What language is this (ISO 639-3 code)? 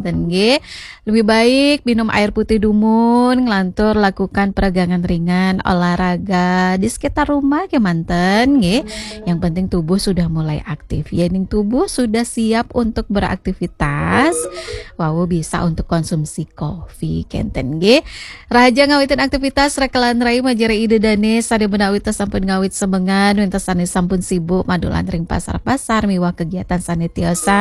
ban